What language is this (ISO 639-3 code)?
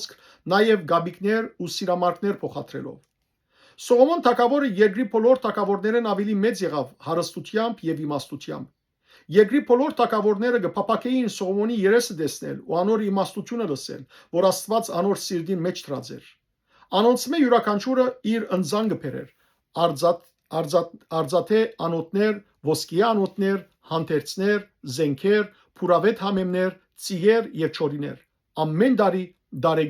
hyw